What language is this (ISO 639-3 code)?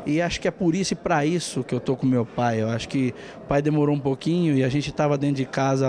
por